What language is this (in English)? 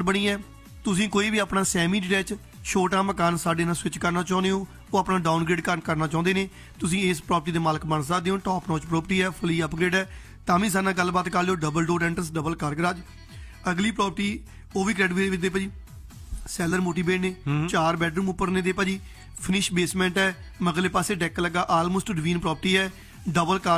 Punjabi